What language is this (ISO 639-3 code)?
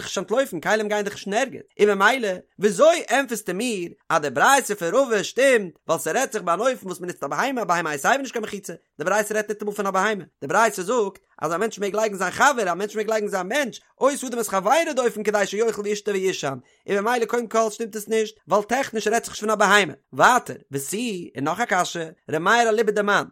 yid